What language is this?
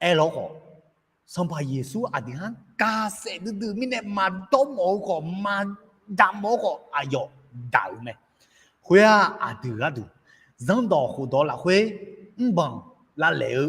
Akha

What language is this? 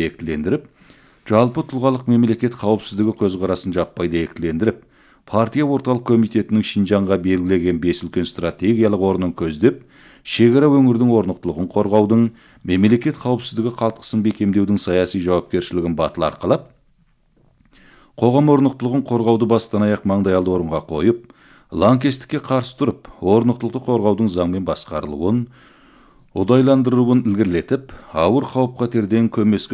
Kazakh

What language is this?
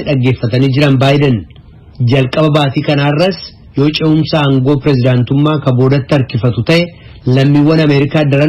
Oromo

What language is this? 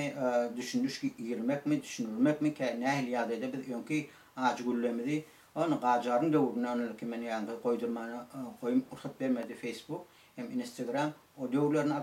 Turkmen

